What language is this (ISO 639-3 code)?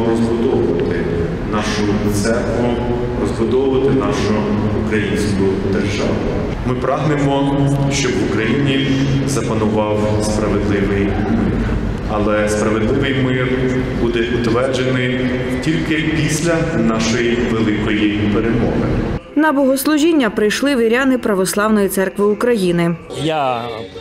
ukr